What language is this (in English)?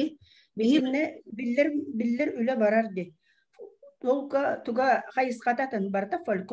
Yakut